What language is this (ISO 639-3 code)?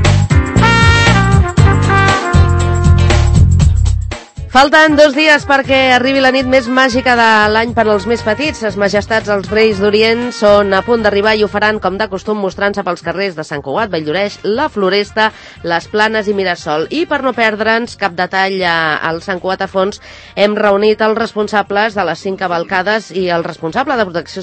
cat